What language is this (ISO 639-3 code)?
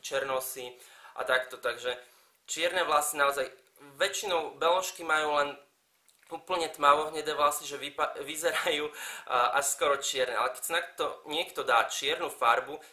slk